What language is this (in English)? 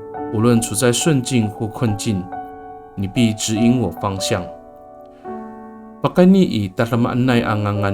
Amis